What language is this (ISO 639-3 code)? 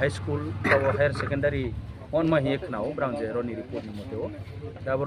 trp